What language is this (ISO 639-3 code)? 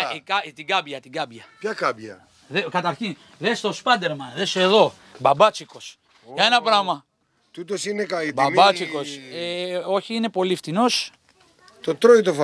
ell